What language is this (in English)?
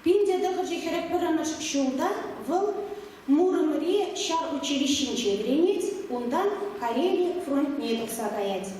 Chuvash